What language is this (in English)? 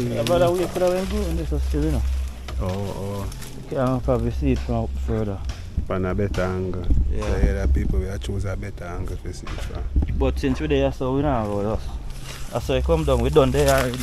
Jamaican Creole English